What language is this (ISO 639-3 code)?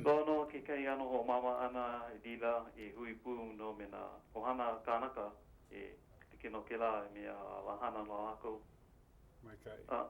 haw